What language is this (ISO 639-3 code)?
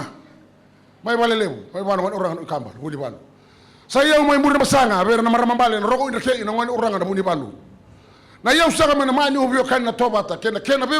fij